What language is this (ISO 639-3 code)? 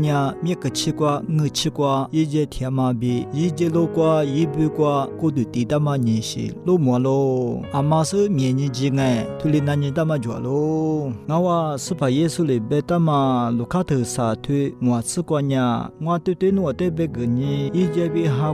lis